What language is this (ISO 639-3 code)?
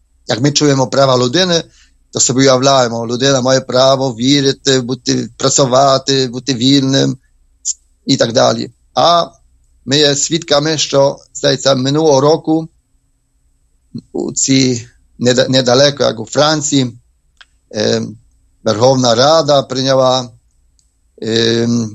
ukr